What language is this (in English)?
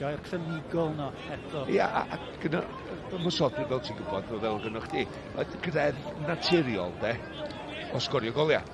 Welsh